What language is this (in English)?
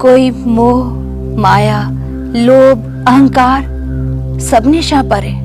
Dogri